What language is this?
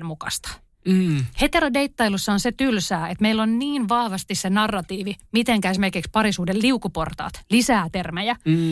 Finnish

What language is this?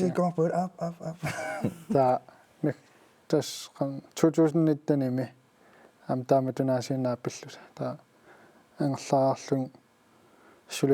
Kalaallisut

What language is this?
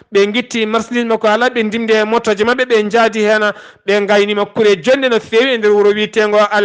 Fula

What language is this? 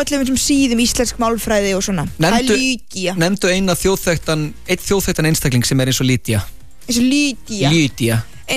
Icelandic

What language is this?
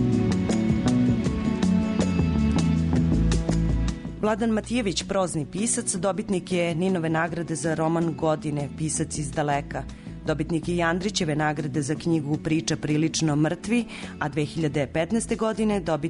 Serbian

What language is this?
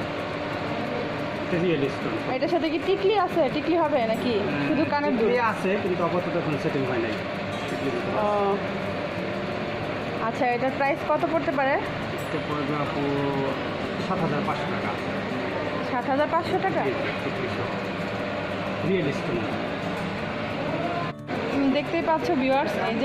Bangla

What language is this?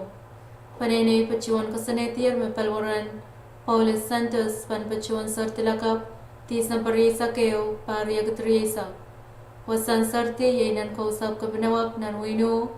Pohnpeian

